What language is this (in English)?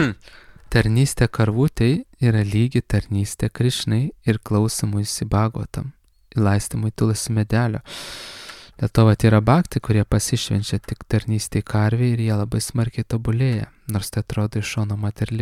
Lithuanian